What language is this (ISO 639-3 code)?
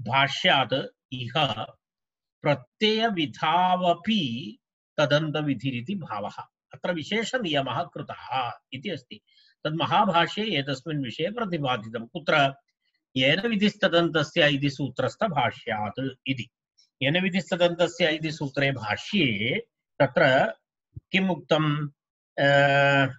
san